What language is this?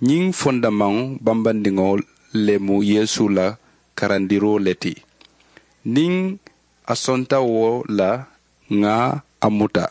Mandingo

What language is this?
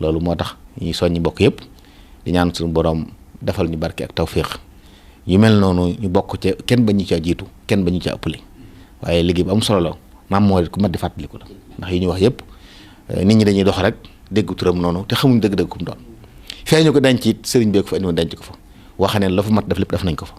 Wolof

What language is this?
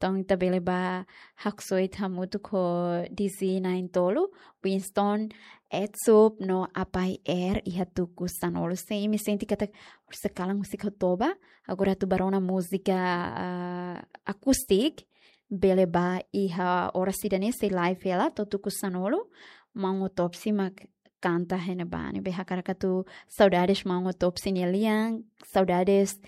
Tetum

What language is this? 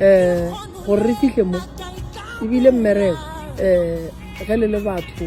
Northern Sotho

